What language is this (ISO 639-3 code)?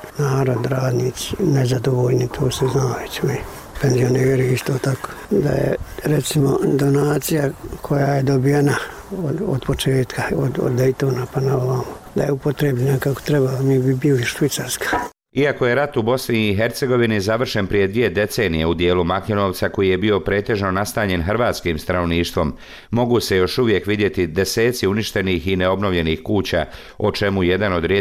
bos